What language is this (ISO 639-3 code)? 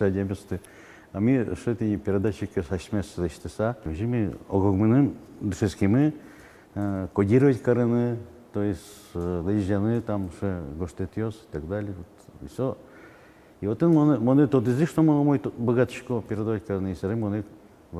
udm